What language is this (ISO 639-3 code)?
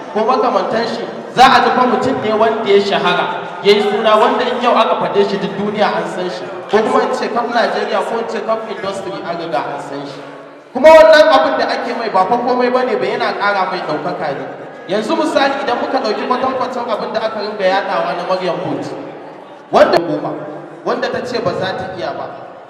hau